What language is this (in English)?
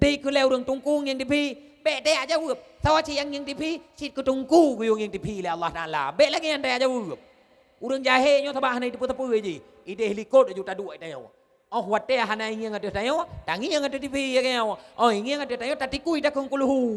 Achinese